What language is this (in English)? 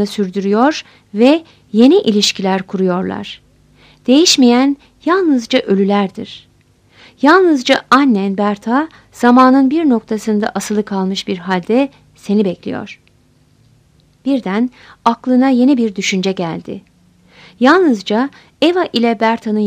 Turkish